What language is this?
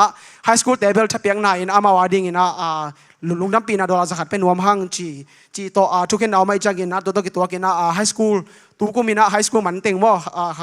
Tedim Chin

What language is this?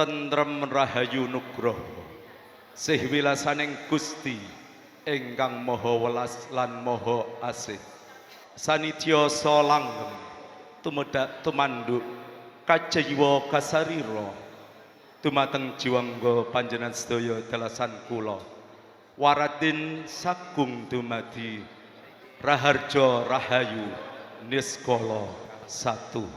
Javanese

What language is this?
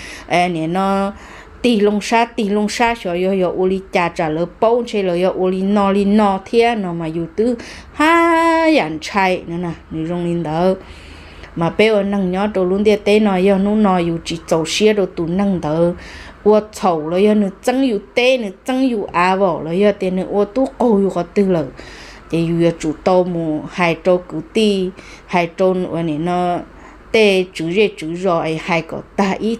Hmong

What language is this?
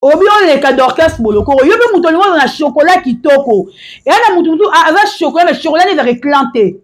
Lingala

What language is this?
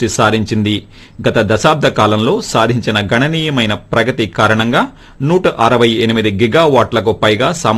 Telugu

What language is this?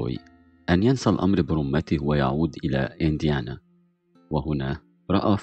Arabic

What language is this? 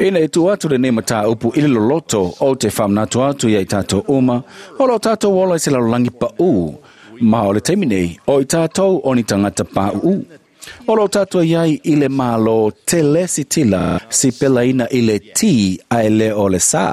Samoan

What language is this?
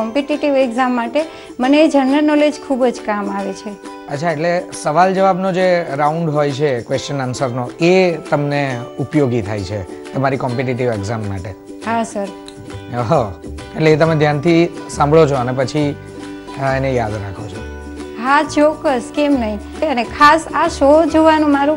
Gujarati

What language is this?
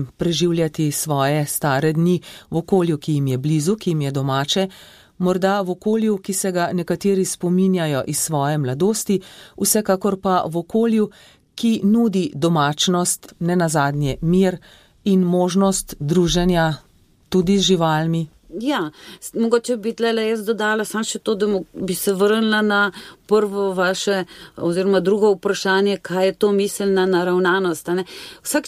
Slovenian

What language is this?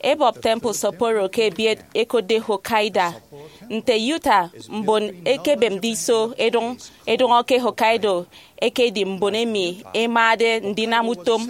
Efik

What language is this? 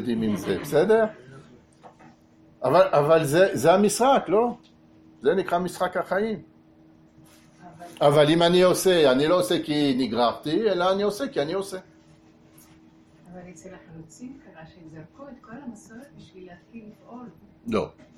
Hebrew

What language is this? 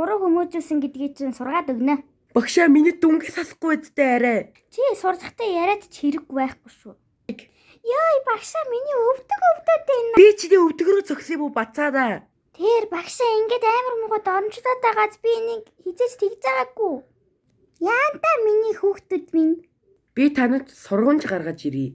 Mongolian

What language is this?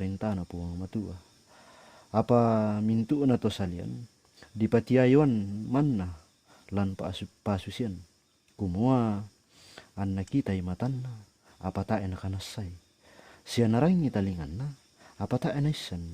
Toraja-Sa'dan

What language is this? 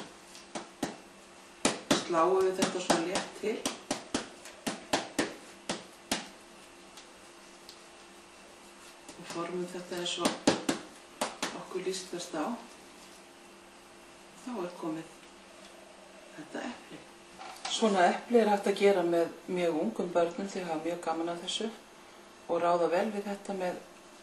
Icelandic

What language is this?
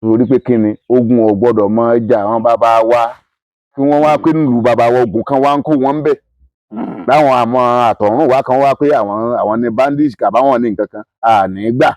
Yoruba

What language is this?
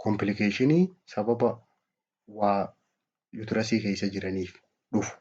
Oromo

